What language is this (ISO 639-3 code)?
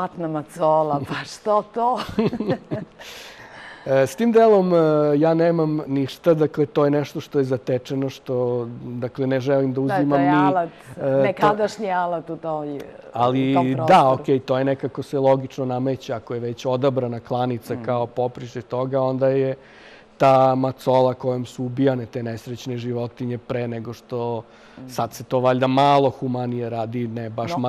srp